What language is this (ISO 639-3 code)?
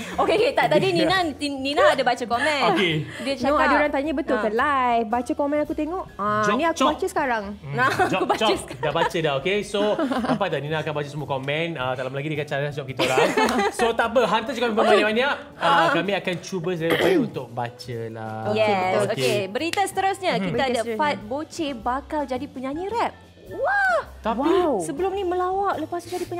msa